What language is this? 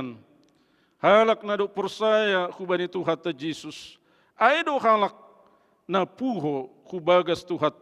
Batak Simalungun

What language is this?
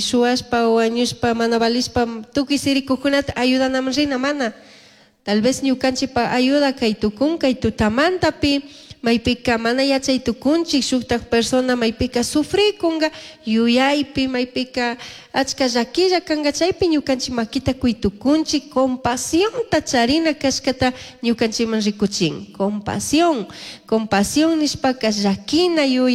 Chimborazo Highland Quichua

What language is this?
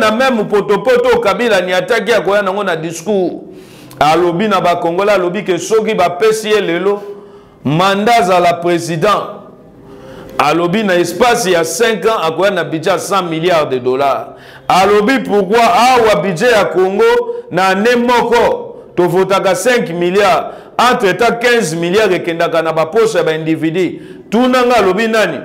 Lingala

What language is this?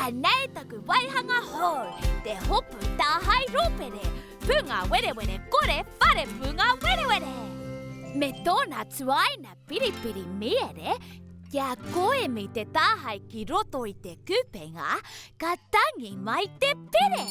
Māori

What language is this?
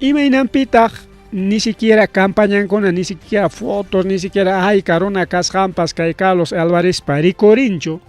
Ayacucho Quechua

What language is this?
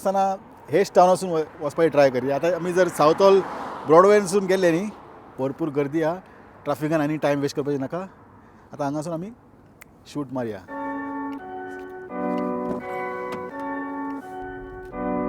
Konkani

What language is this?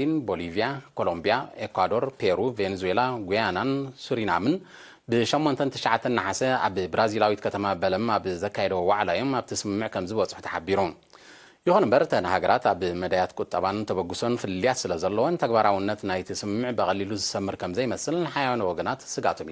Tigrinya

